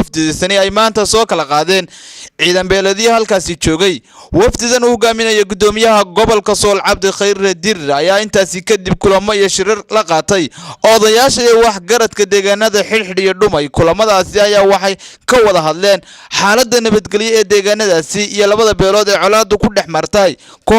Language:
Somali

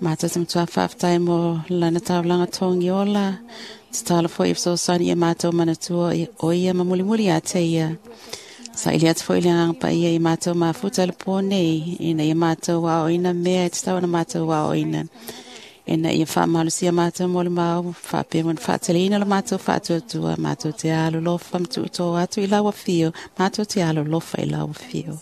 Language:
Samoan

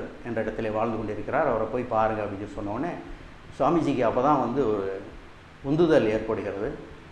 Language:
Tamil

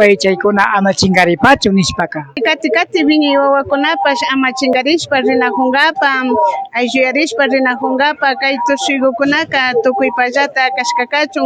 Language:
Imbabura Highland Quichua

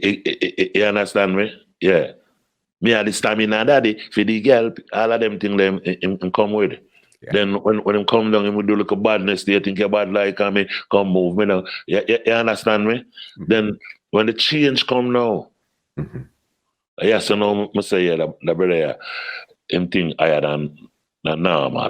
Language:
Jamaican Creole English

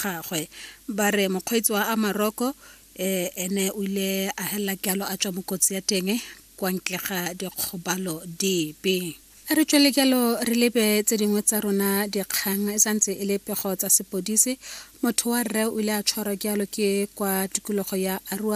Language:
Tswana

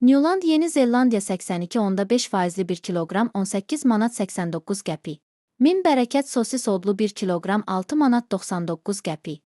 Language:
Azerbaijani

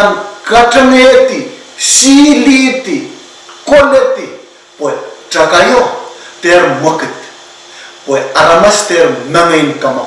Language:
Pohnpeian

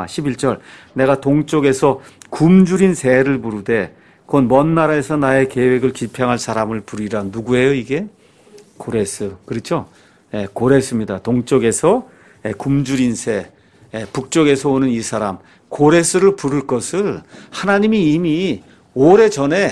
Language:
Korean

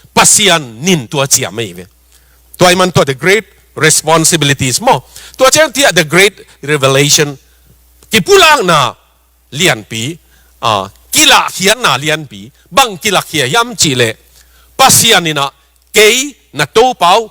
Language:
Tedim Chin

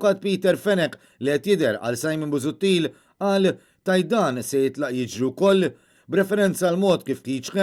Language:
Maltese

